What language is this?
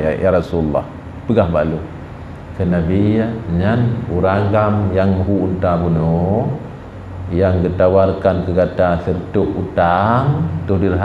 Achinese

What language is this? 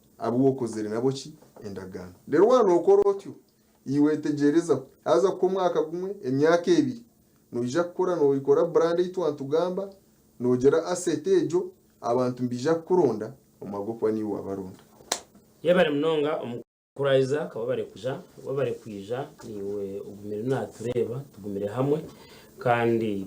Nyankole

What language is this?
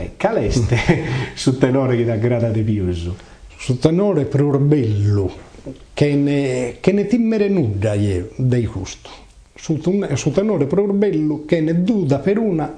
Sardinian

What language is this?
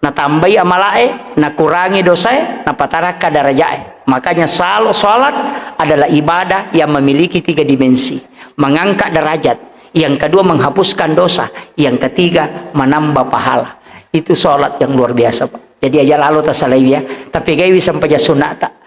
Buginese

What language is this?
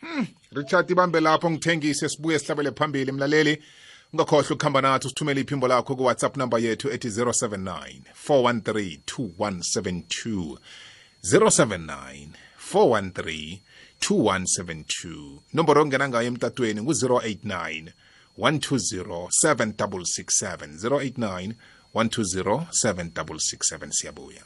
South Ndebele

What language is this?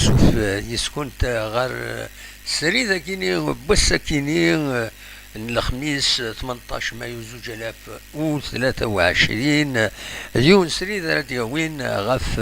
Kabyle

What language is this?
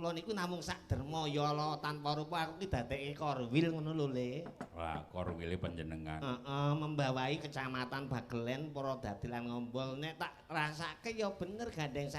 Javanese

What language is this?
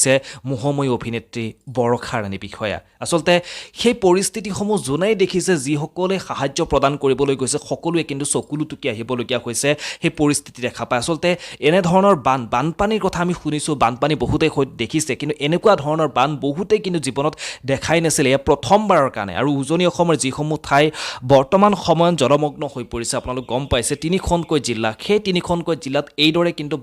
Assamese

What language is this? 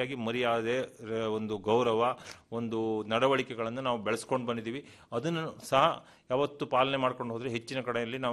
Kannada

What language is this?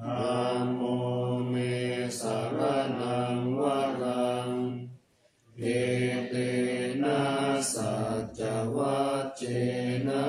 Pali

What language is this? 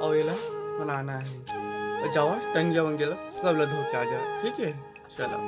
Chhattisgarhi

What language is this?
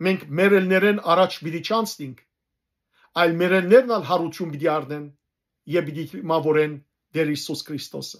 Western Armenian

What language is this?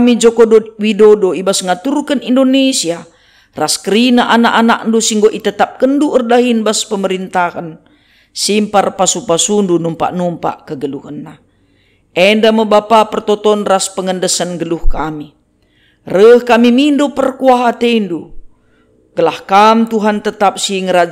Batak Karo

